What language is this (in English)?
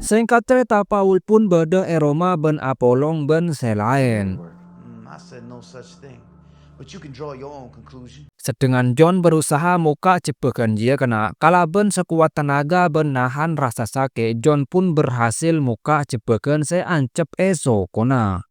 Madurese